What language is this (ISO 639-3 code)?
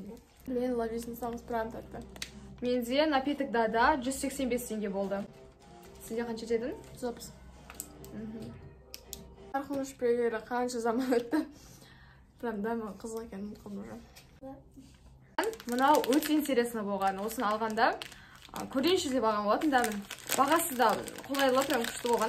kaz